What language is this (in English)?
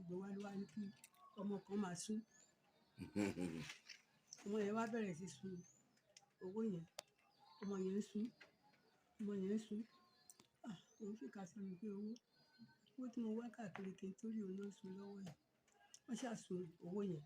Yoruba